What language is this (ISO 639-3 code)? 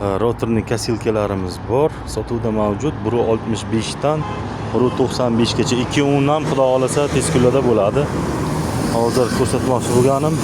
uzb